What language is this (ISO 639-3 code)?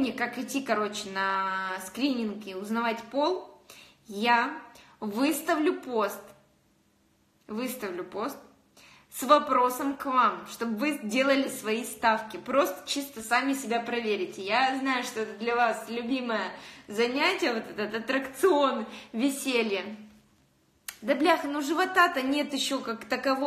rus